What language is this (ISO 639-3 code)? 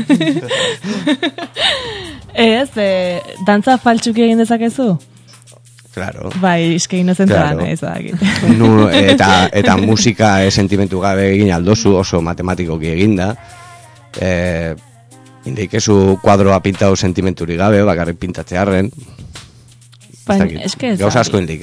eus